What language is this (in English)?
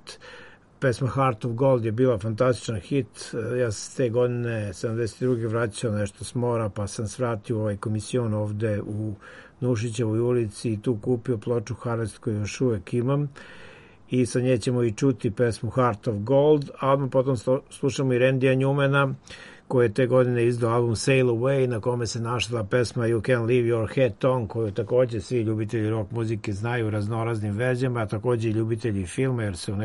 Serbian